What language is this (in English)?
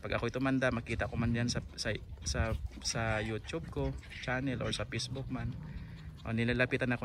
Filipino